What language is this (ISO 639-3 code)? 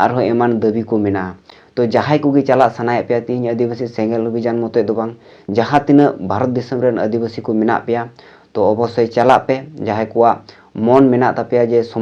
sat